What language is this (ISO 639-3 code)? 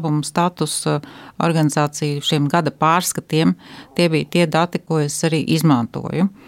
lav